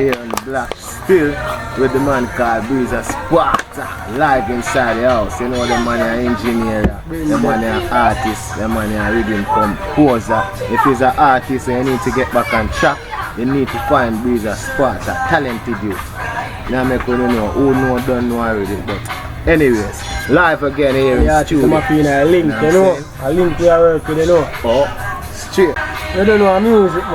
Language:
Jamaican Creole English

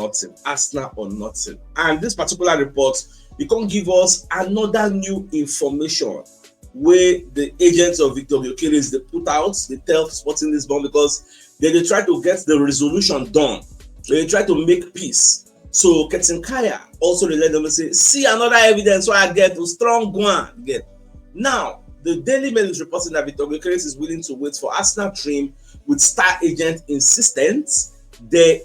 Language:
Nigerian Pidgin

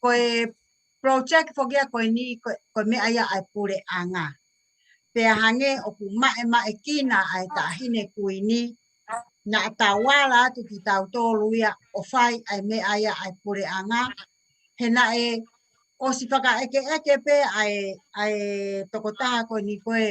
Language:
Tongan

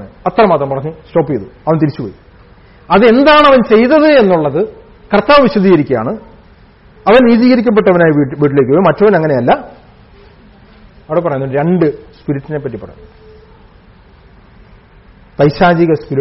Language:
Malayalam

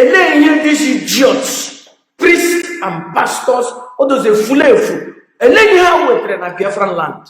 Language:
Igbo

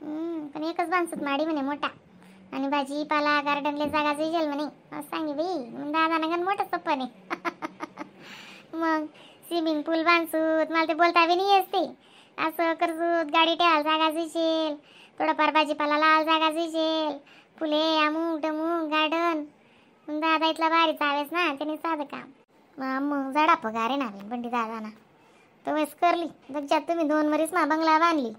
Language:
Khandesi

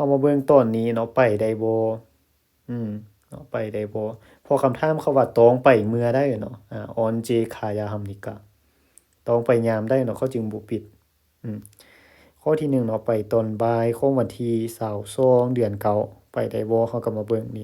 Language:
Lao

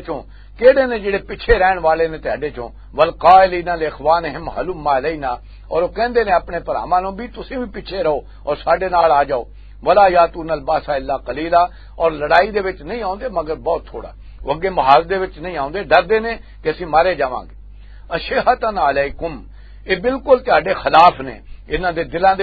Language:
Western Panjabi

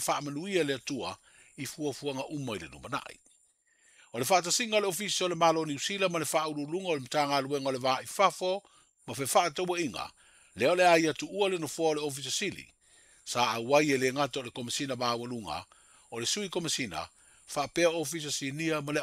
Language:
Samoan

